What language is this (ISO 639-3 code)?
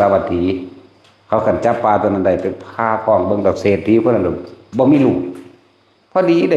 tts